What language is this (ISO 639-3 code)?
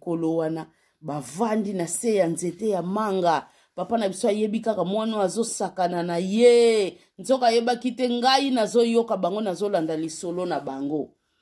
lin